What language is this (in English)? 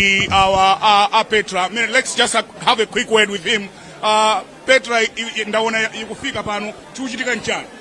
Nyanja